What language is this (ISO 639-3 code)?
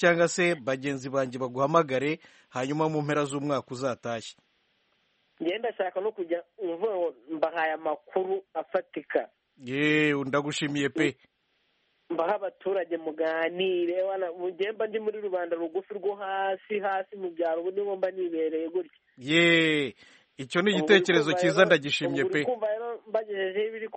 kin